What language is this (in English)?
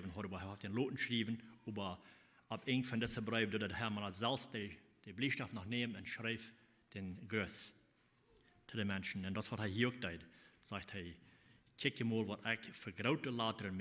Plautdietsch